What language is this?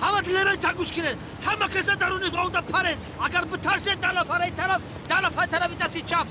Tajik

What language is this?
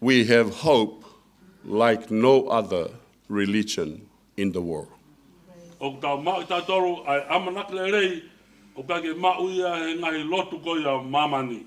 Tongan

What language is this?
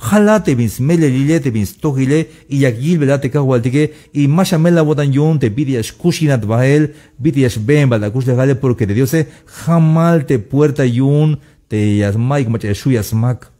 Tzeltal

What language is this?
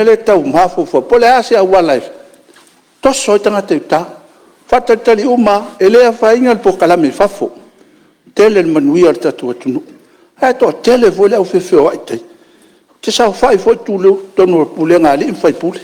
Samoan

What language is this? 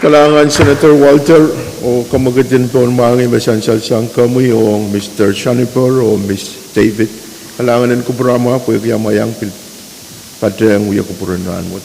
Pohnpeian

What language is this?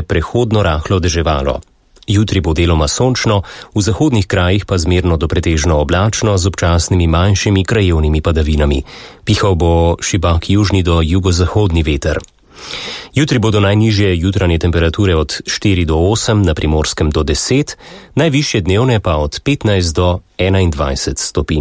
Slovenian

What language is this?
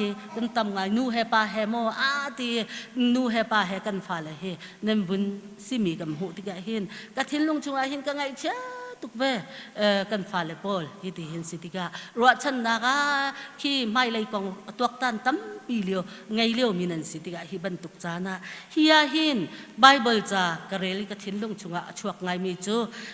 Hakha Chin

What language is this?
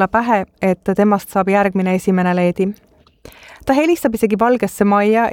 Estonian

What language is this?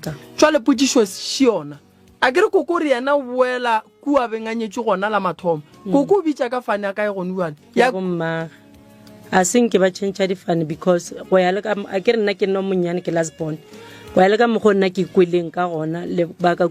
Northern Sotho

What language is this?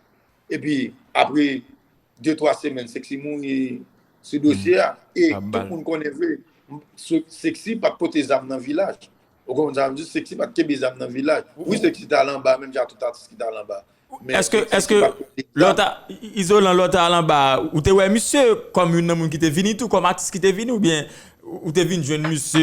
Haitian Creole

